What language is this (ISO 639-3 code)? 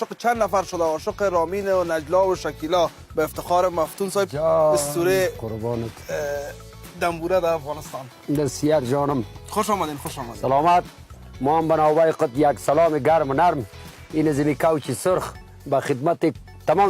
tgk